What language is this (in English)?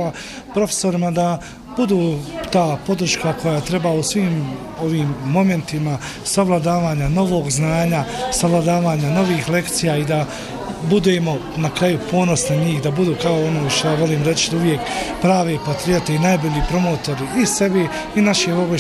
Bosnian